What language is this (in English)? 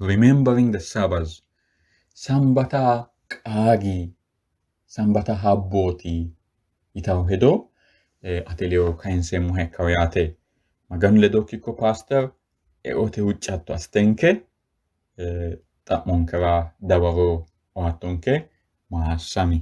Sidamo